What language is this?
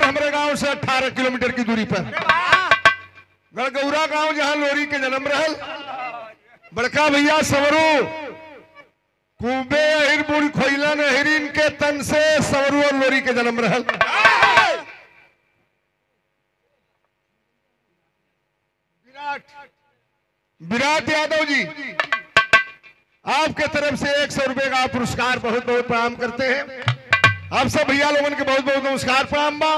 Bhojpuri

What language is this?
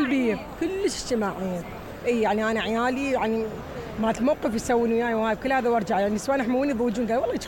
Mesopotamian Arabic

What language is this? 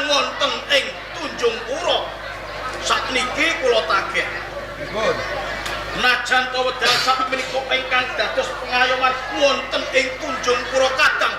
Javanese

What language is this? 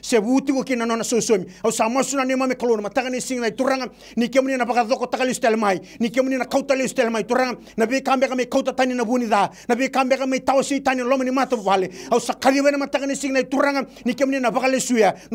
Fijian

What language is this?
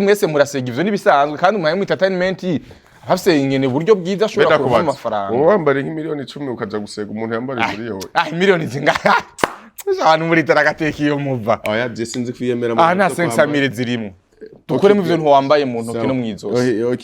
Rundi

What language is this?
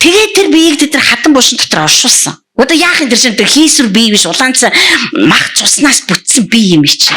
Mongolian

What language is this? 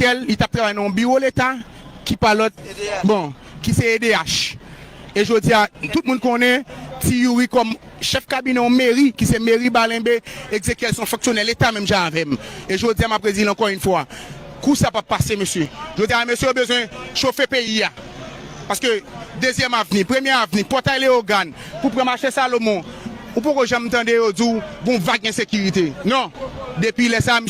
Haitian Creole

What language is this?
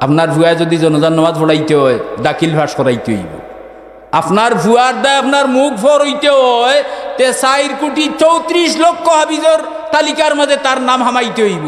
Sylheti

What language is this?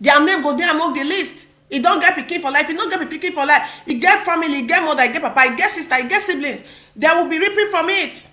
Nigerian Pidgin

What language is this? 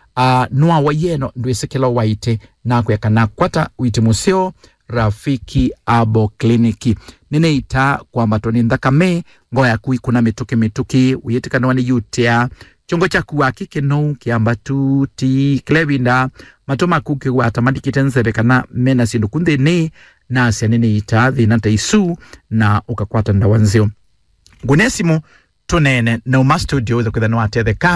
Kamba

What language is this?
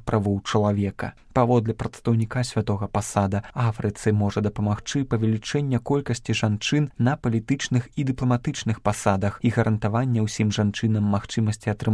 Belarusian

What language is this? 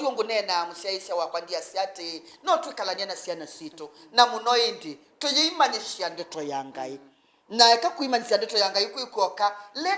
Kamba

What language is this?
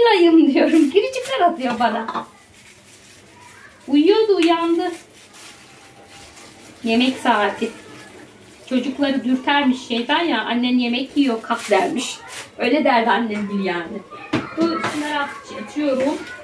Turkish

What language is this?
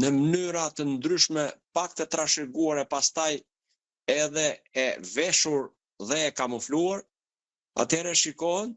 Albanian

